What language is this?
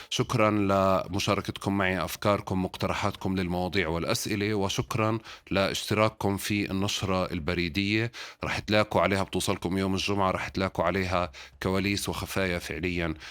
North Levantine Arabic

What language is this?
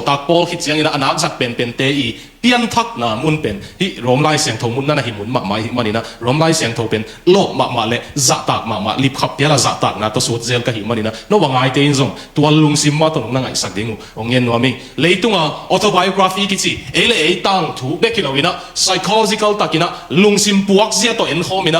Tedim Chin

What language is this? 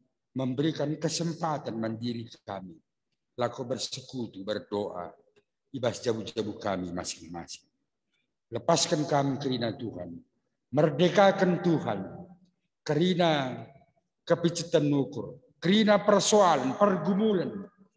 Batak Karo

